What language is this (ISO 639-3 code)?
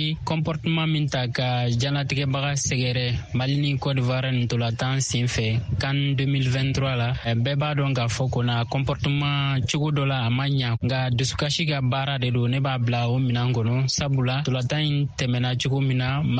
bam